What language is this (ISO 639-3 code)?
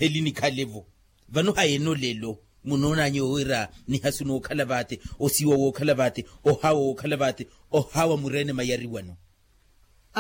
vmw